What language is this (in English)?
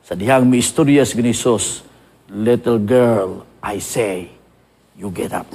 Cebuano